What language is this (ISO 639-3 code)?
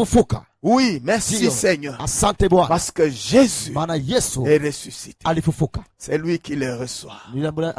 swa